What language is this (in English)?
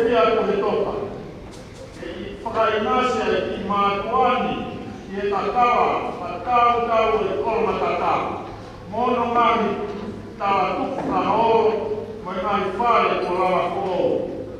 Tongan